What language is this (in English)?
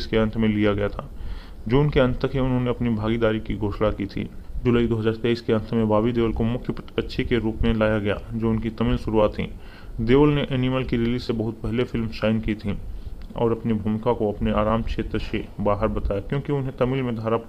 Hindi